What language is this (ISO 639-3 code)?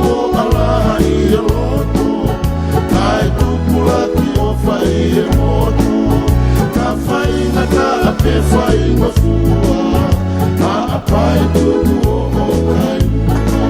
ton